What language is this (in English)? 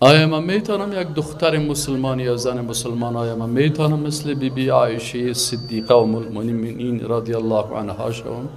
Persian